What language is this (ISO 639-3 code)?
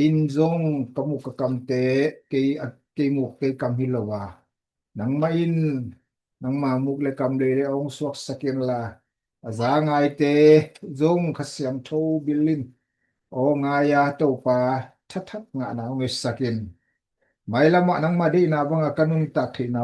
ctd